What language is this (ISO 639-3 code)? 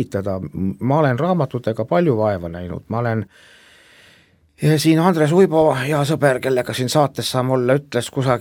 est